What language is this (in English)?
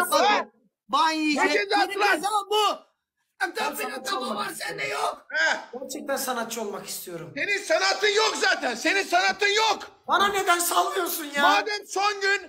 Turkish